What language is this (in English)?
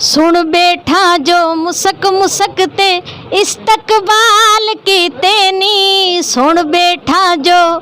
Saraiki